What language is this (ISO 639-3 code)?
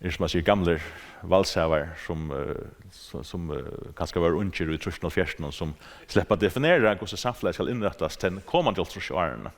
fao